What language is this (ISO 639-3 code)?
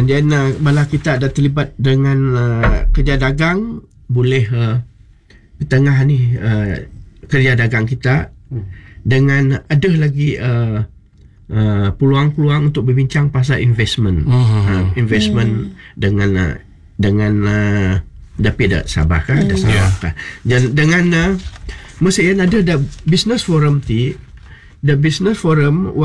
msa